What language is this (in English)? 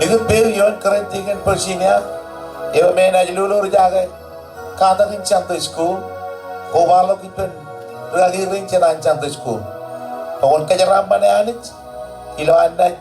Marshallese